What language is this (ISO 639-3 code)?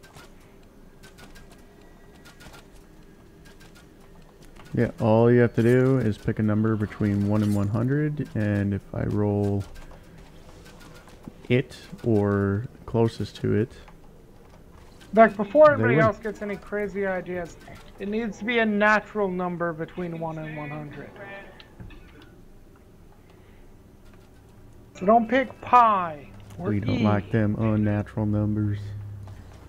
eng